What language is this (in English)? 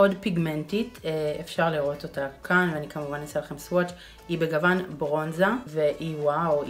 Hebrew